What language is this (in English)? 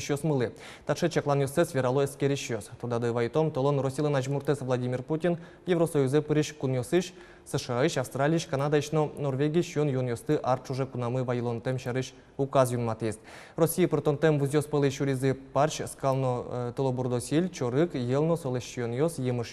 Udmurt